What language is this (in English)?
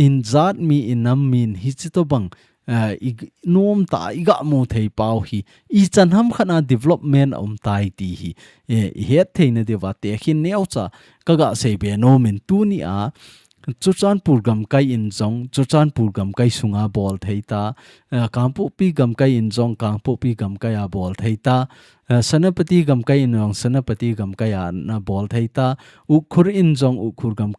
Thado Chin